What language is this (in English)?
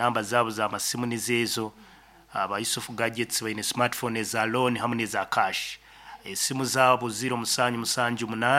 Nyankole